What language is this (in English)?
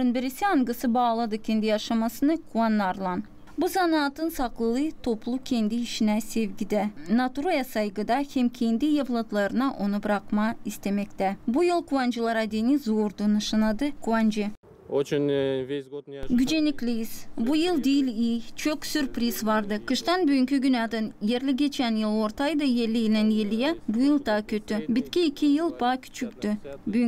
Gagauz